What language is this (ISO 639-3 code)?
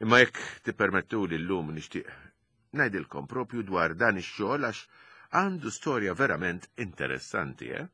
mlt